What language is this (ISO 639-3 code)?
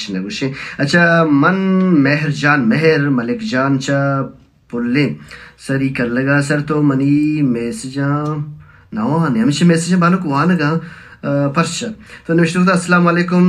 bal